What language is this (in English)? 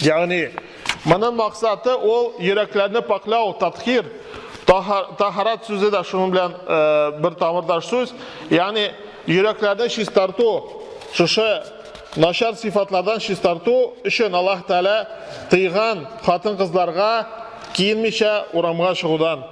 Tatar